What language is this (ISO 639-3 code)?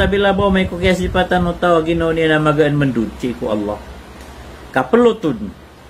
mrw